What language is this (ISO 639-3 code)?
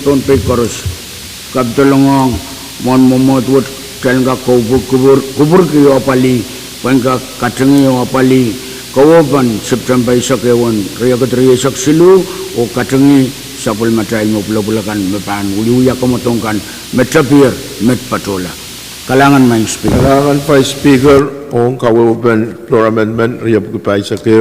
pon